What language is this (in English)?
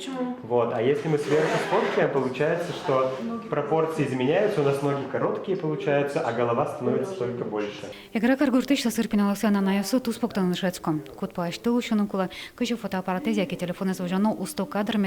Udmurt